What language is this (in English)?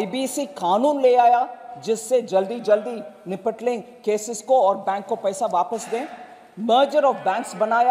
Hindi